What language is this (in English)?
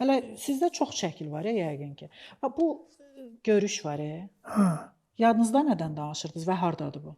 Azerbaijani